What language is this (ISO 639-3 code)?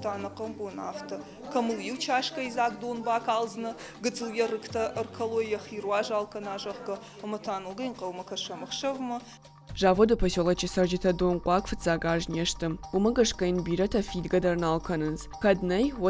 oss